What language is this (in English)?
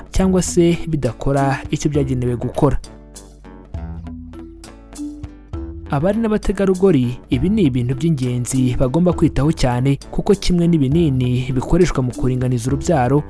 Kinyarwanda